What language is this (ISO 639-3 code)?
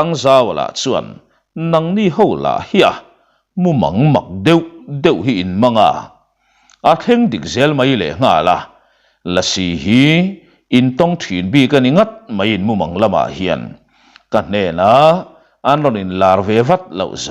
lus